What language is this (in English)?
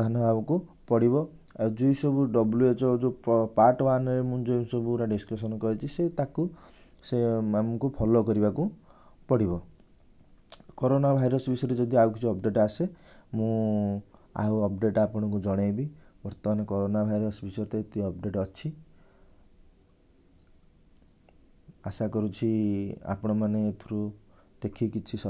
Odia